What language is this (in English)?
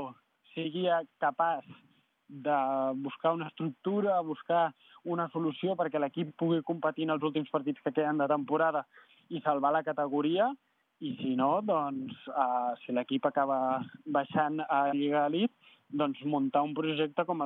Catalan